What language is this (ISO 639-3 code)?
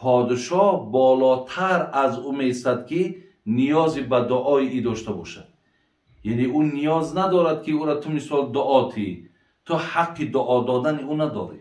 tgk